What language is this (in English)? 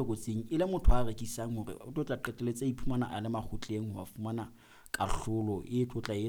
Southern Sotho